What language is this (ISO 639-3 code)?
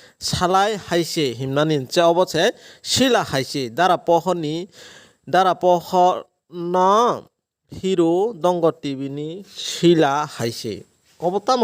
trp